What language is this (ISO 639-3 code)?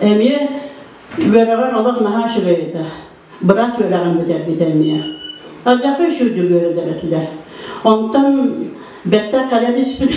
sah